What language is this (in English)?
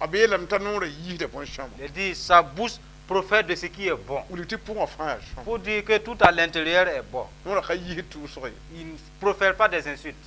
Mossi